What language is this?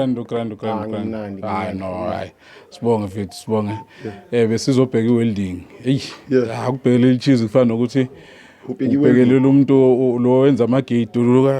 Zulu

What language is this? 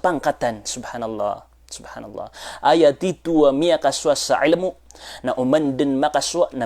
Maranao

